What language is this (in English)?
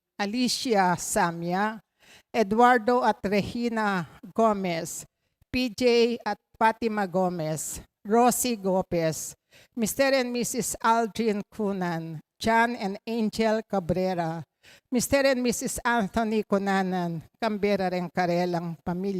Pampanga